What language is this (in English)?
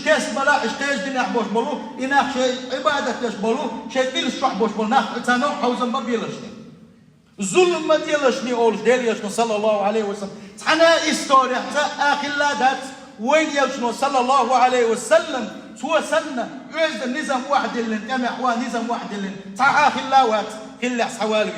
Chechen